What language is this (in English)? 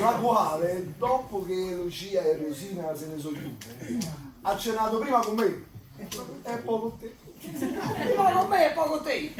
Neapolitan